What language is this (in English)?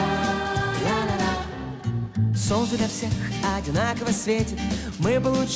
Russian